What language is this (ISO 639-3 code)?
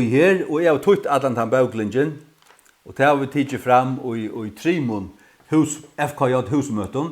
fao